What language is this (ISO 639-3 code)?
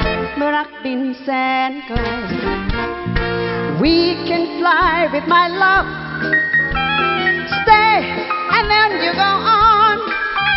tha